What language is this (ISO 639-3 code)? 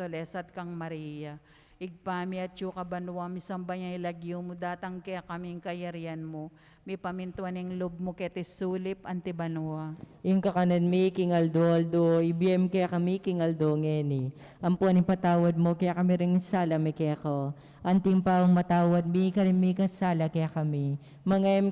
pam